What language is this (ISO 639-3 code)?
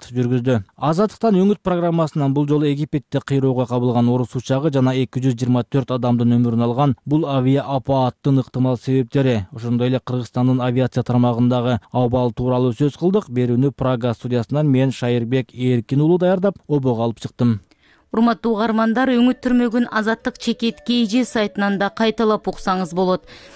kir